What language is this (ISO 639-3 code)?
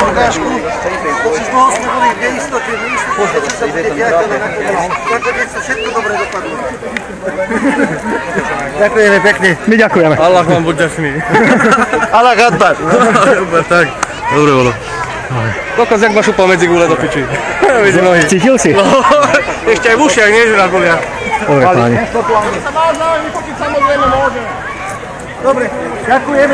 slk